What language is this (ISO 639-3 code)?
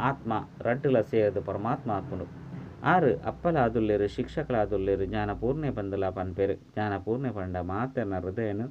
tcy